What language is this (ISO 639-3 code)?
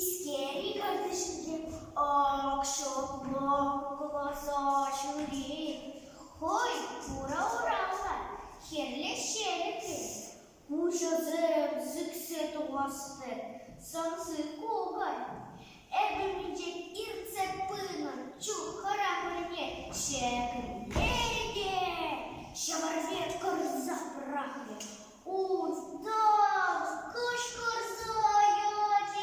chv